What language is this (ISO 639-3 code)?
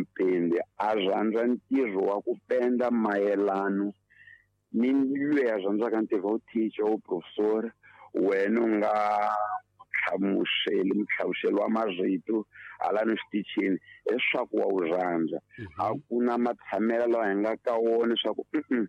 tso